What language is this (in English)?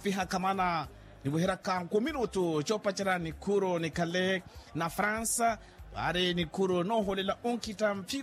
Makhuwa